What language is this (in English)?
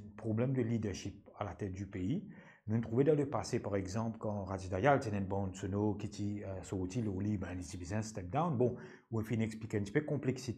Morisyen